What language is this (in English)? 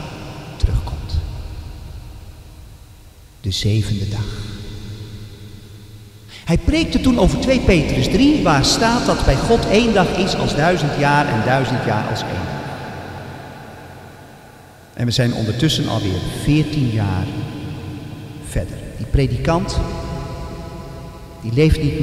Dutch